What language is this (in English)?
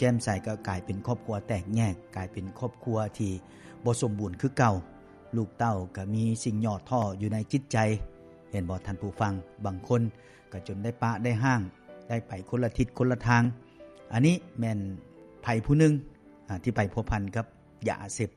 Lao